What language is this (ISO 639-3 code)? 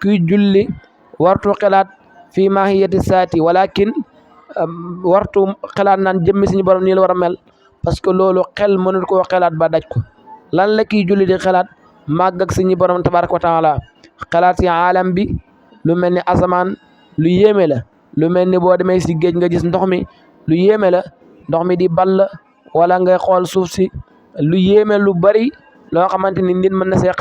wol